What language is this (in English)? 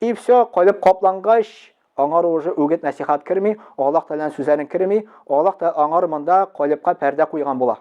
Tatar